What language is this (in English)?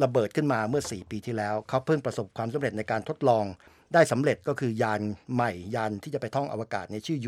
Thai